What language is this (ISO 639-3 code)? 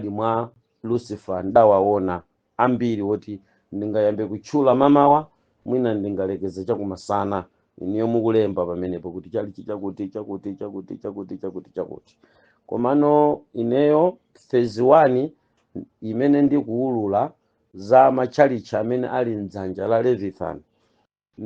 nya